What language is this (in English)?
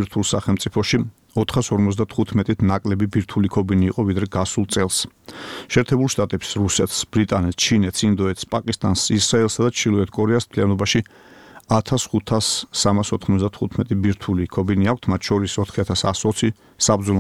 Georgian